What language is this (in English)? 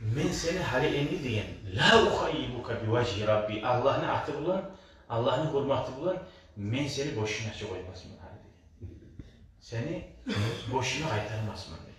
Kumyk